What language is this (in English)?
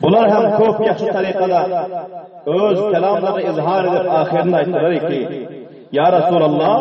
Turkmen